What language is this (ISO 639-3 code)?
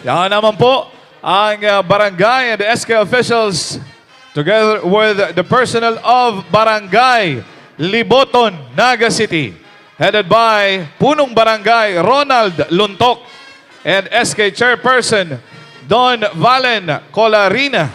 bik